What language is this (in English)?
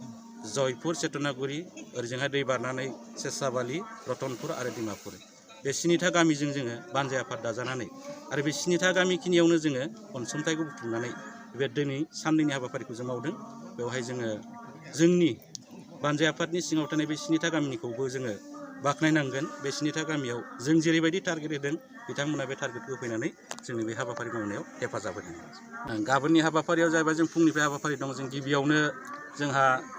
Bodo